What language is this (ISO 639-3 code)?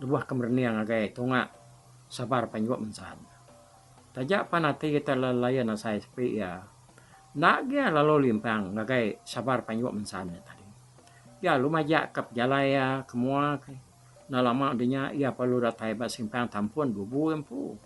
iba